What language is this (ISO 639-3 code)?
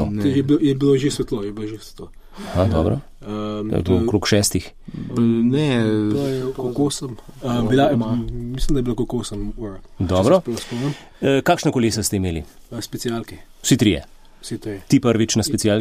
slv